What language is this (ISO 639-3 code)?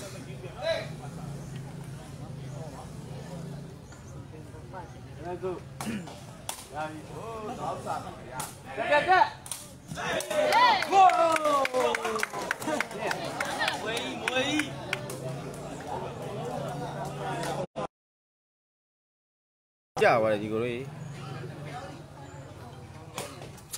mya